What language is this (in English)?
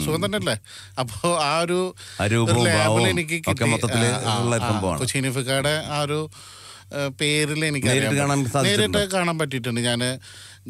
Malayalam